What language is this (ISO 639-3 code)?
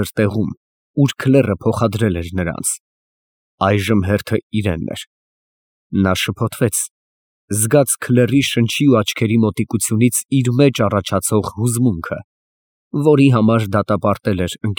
hye